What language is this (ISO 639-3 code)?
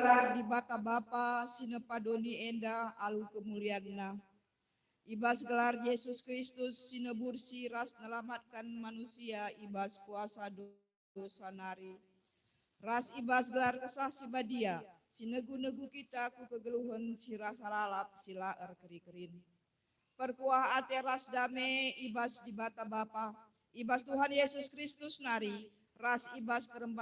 btx